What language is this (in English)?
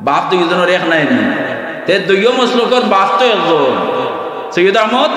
Sylheti